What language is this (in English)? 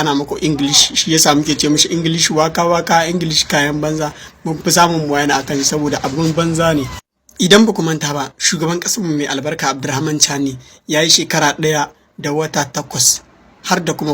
Hausa